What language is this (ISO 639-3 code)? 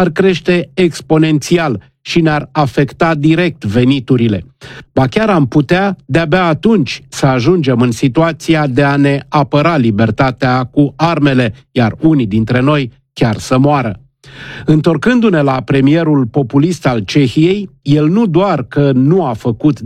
ron